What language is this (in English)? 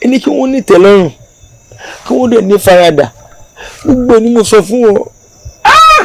Yoruba